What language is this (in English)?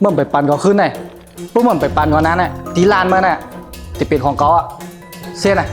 Shan